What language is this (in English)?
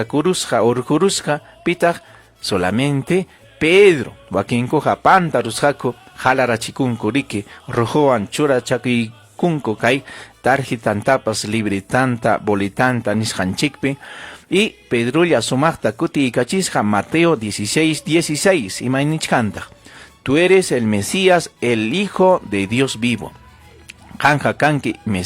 Ayacucho Quechua